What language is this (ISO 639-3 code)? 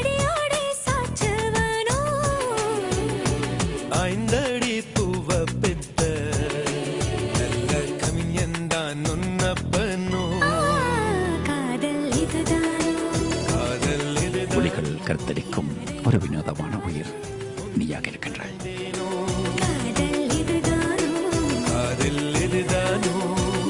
tam